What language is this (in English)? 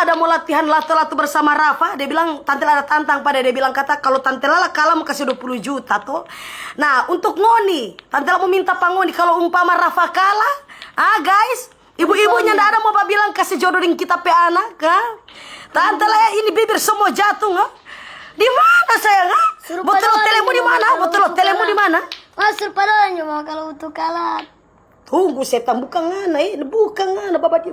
Manado Malay